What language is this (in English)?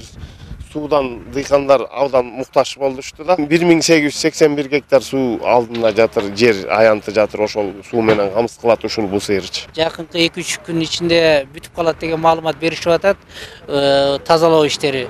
Kyrgyz